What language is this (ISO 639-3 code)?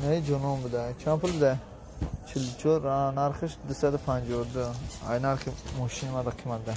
tgk